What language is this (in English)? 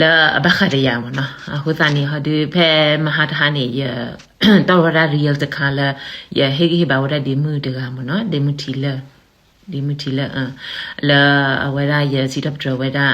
S'gaw Karen